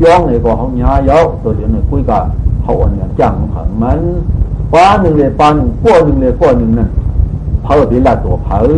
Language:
Shan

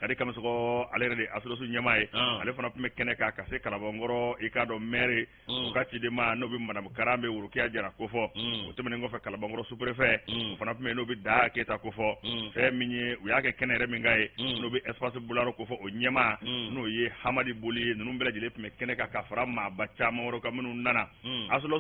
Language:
Bambara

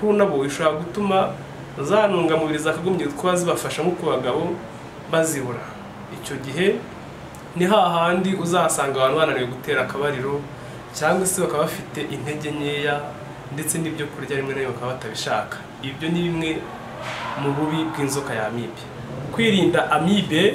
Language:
Kinyarwanda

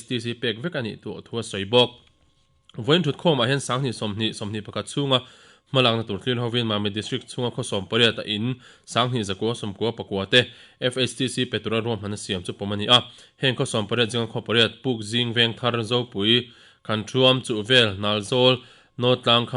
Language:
Mizo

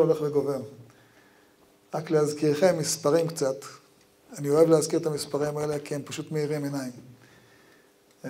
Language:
Hebrew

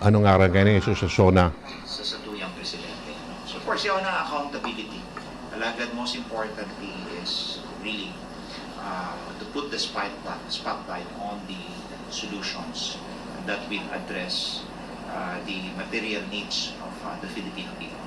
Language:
Bikol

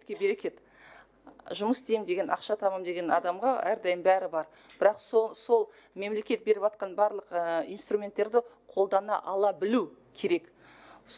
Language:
Kazakh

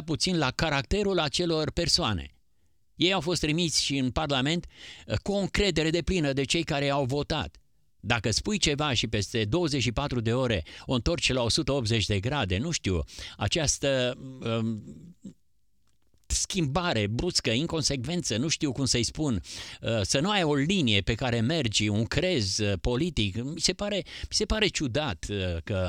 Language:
Romanian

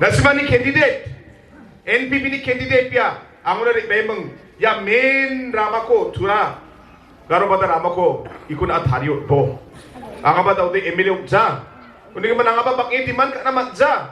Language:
Garo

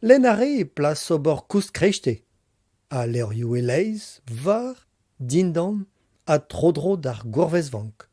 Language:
Breton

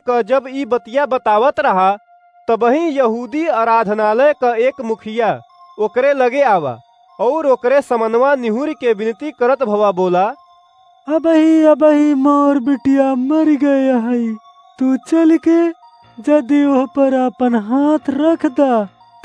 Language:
Awadhi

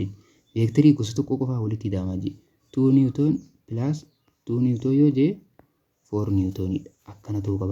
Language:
Oromo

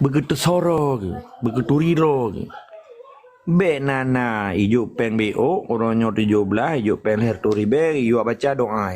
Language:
Achinese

